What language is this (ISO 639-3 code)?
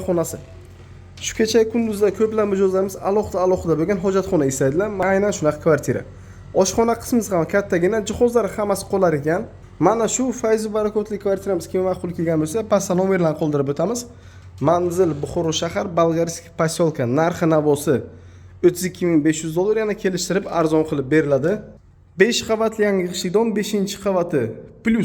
uzb